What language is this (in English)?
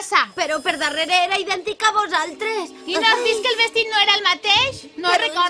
Catalan